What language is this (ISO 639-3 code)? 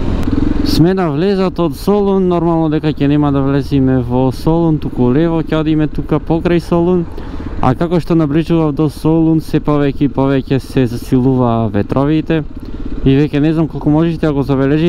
mkd